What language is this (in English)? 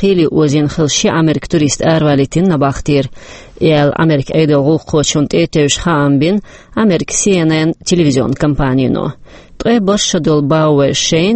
Chechen